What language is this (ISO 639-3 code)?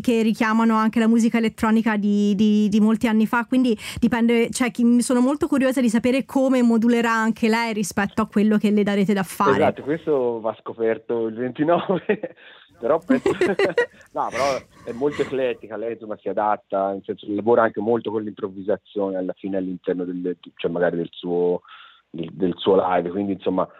ita